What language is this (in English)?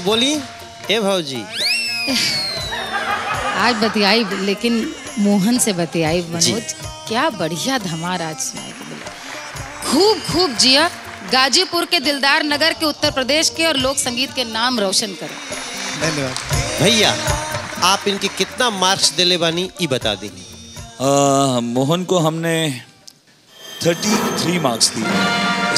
Bhojpuri